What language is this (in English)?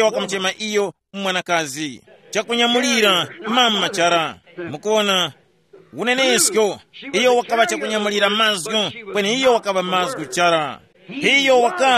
Tumbuka